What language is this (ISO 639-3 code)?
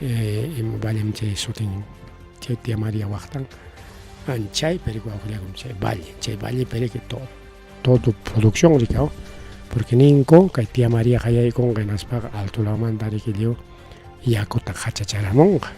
quy